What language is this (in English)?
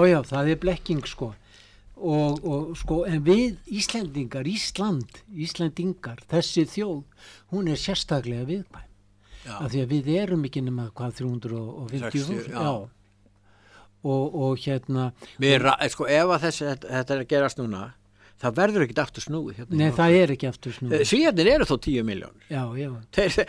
Icelandic